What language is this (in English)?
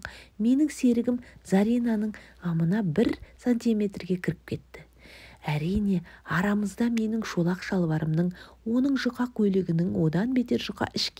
Kazakh